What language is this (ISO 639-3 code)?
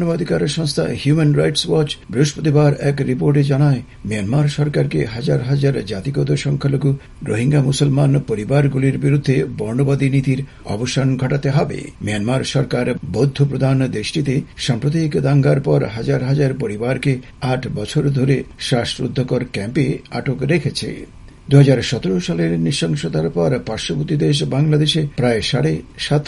ben